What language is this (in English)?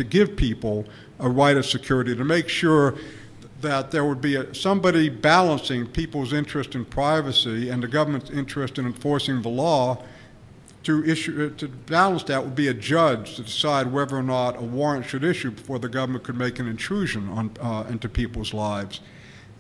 English